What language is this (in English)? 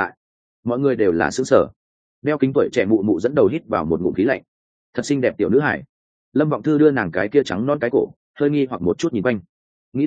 Vietnamese